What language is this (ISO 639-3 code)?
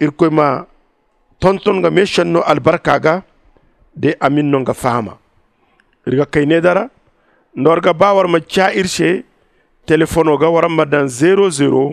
dje